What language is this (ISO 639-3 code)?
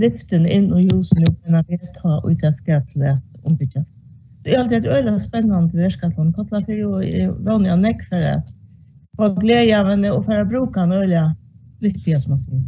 fao